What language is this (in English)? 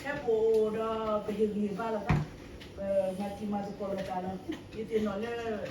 S'gaw Karen